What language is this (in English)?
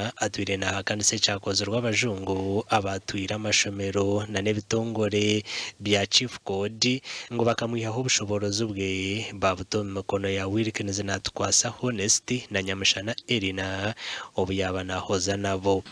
Nyankole